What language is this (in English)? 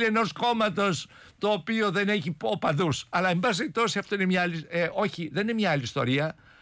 Greek